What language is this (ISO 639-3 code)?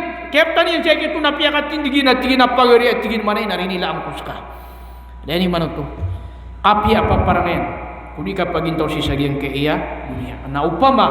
mrw